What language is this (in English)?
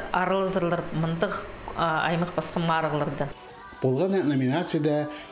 Khakas